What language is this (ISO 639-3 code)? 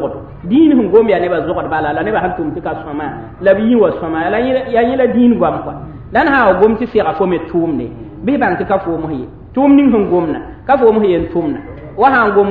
mos